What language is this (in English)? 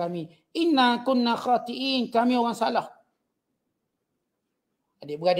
Malay